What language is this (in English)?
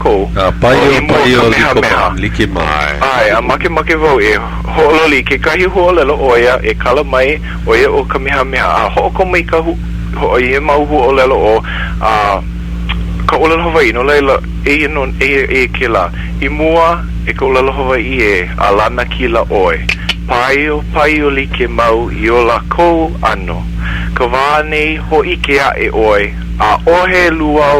Hawaiian